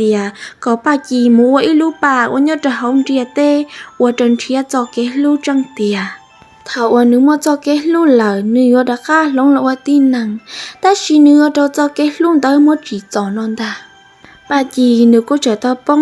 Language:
Hmong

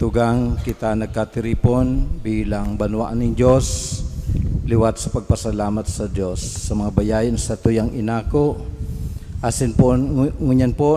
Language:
Bikol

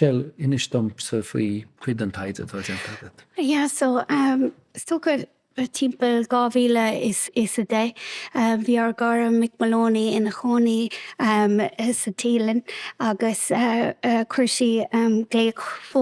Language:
Irish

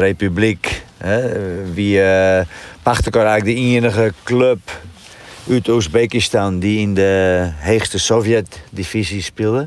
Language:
Western Frisian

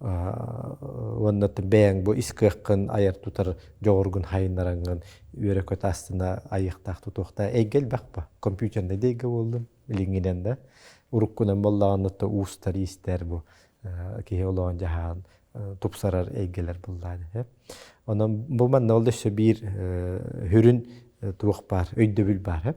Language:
Yakut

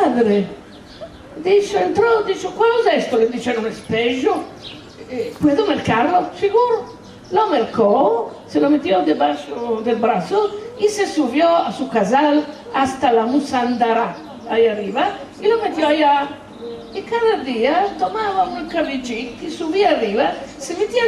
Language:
Ladino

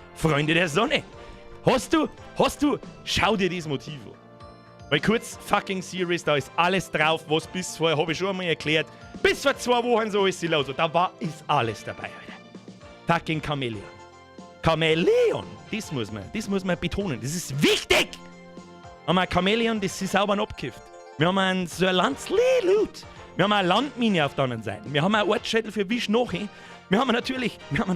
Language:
Bavarian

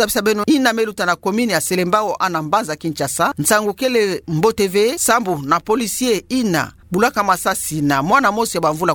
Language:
Kituba (Democratic Republic of Congo)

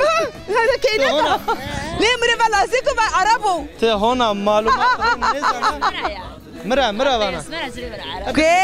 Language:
Zaza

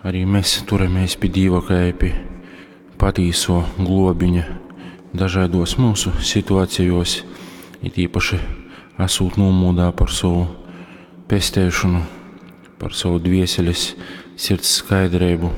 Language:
Latgalian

